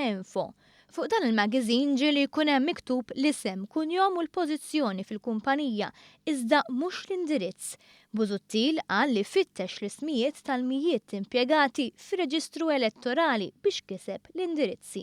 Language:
Maltese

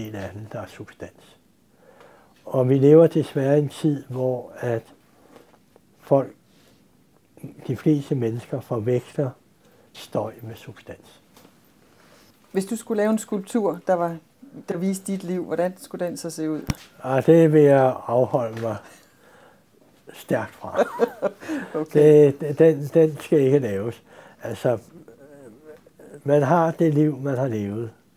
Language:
Danish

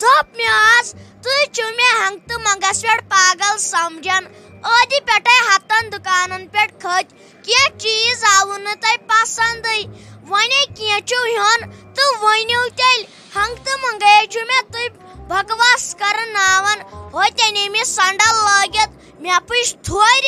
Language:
Kashmiri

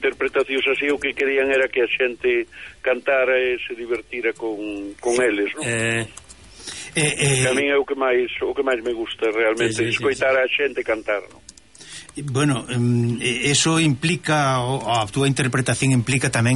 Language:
Galician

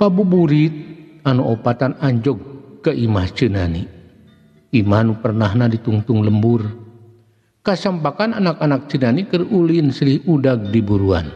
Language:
Sundanese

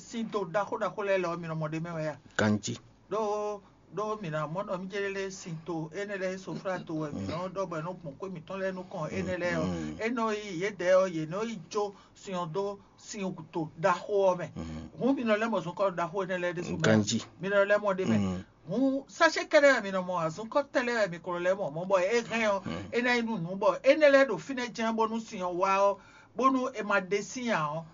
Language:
Fon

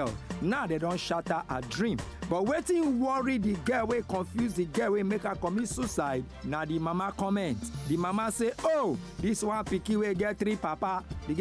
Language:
Nigerian Pidgin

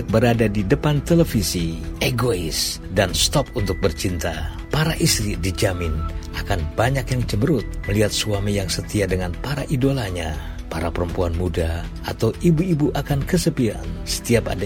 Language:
Indonesian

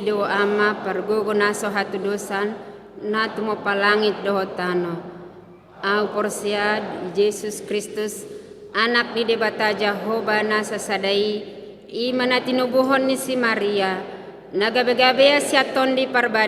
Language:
Batak Toba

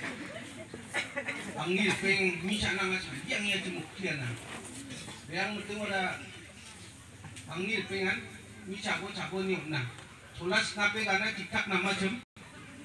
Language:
Garo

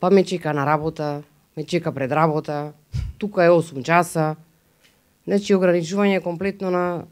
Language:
Macedonian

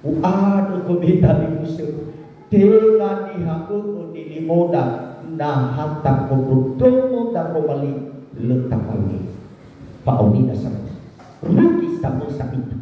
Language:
Nias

